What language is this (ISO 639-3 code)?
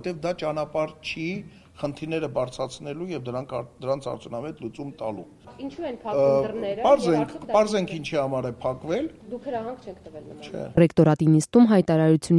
hye